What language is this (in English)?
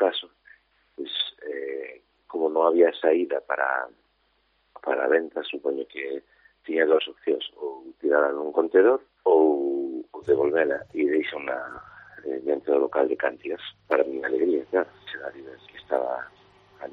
Galician